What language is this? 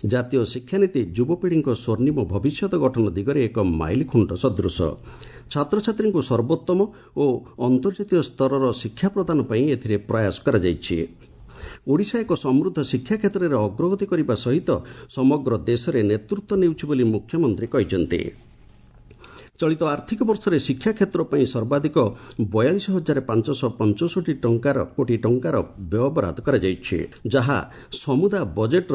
Odia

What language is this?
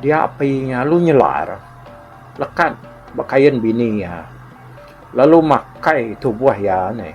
Iban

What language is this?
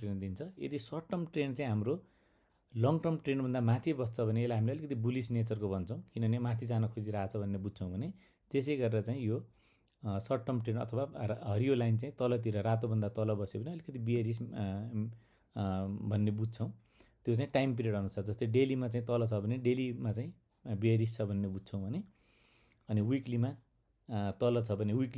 Nepali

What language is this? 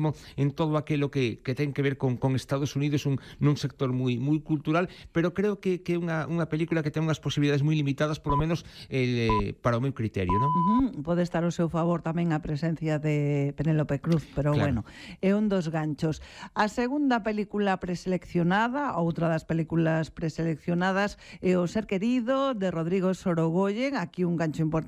Galician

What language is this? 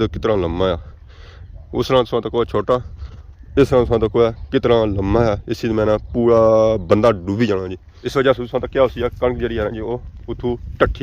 Pahari-Potwari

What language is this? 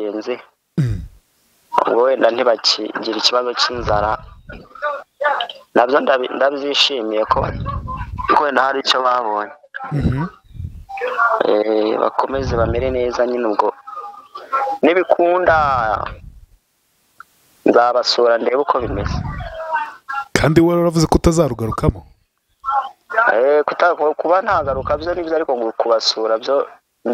Kinyarwanda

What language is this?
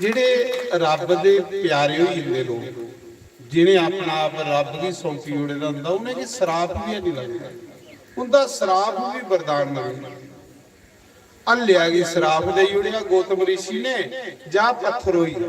Dogri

